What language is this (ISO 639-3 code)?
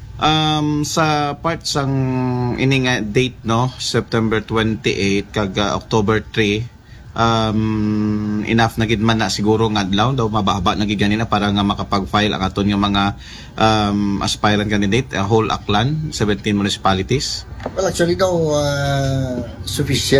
akl